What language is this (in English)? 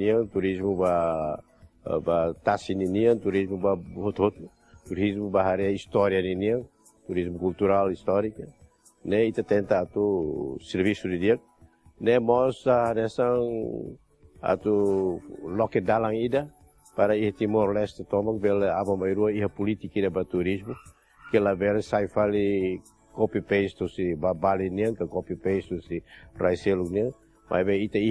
Tetum